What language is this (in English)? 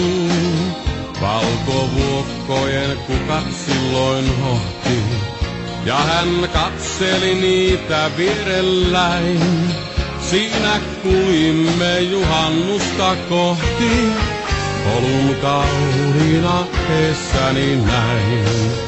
Finnish